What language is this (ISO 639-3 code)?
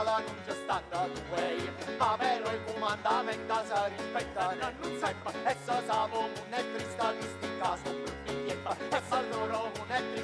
nap